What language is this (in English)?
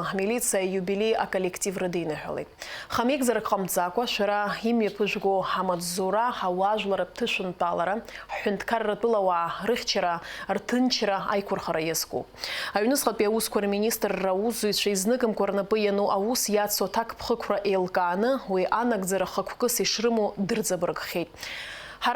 Abkhazian